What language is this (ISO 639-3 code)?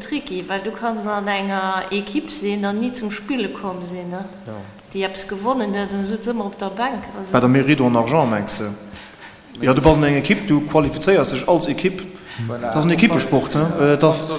ltz